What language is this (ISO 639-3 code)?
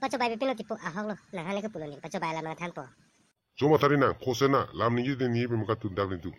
mjw